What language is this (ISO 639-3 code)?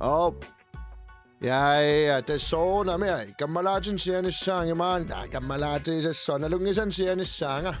kal